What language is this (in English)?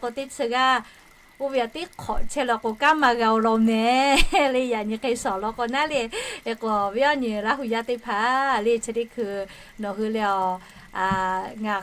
Lahu